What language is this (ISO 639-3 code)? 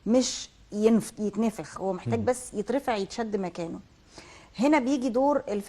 arz